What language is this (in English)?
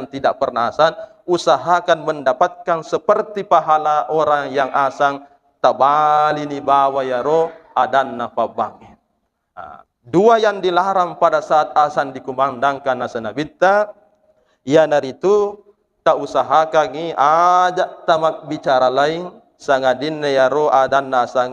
Buginese